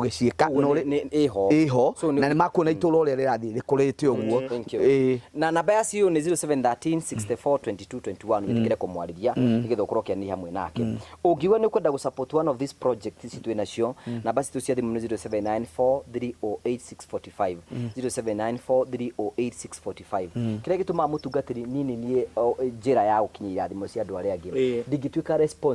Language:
Kikuyu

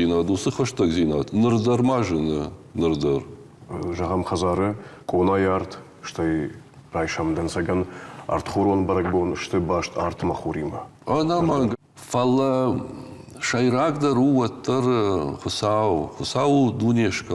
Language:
Ossetic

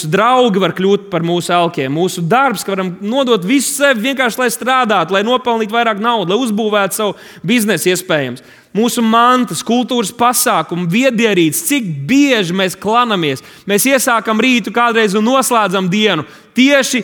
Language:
Latvian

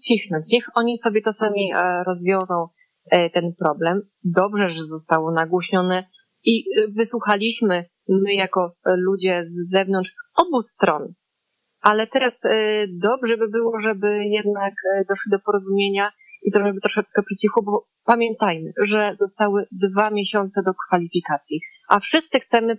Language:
Polish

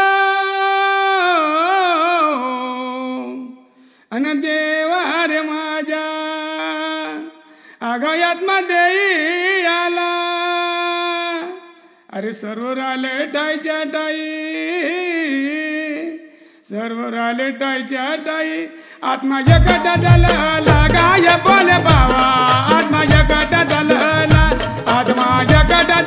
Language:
Marathi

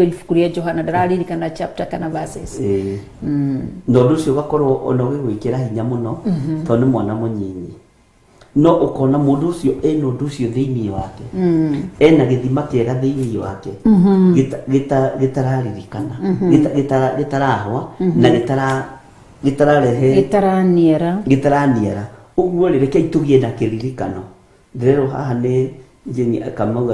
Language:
Kikuyu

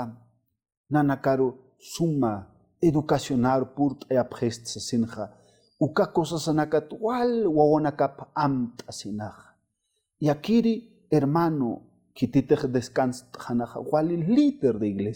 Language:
Aymara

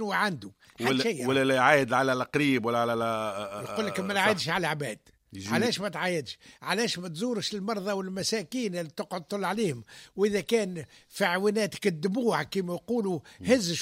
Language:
Tunisian Arabic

